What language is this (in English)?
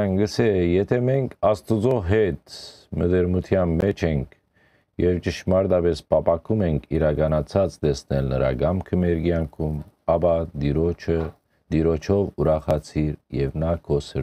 Western Armenian